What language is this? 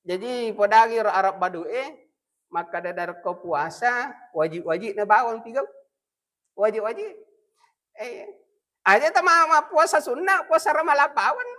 Buginese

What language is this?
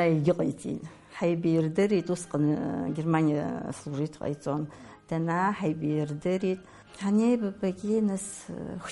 Abkhazian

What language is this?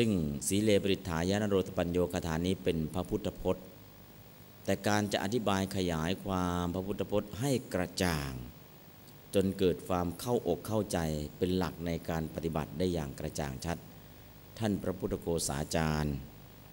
Thai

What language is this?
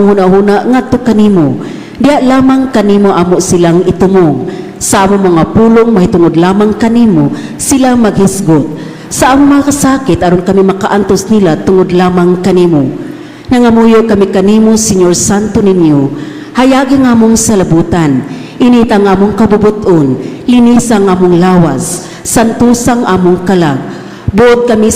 Cebuano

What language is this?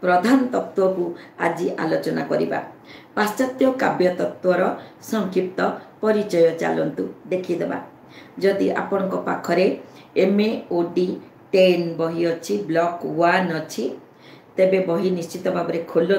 Odia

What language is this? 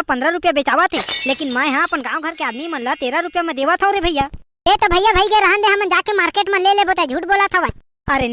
Chhattisgarhi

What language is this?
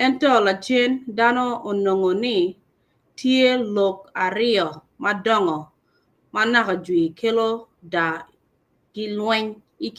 Acoli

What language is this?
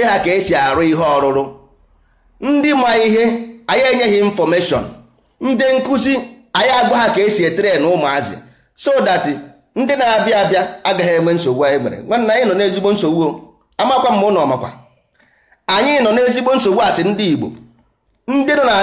Igbo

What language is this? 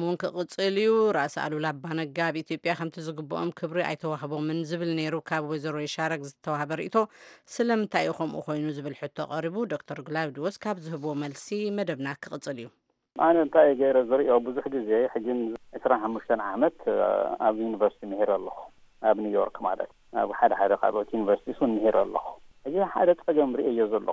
Tigrinya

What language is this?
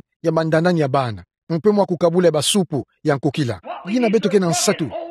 Kituba (Democratic Republic of Congo)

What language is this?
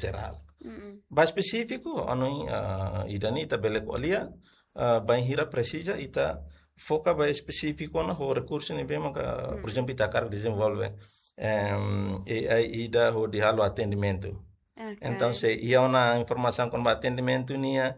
Tetum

